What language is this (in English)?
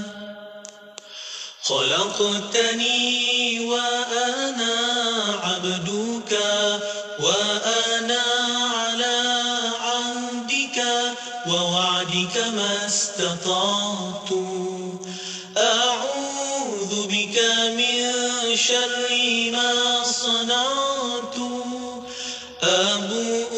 Malay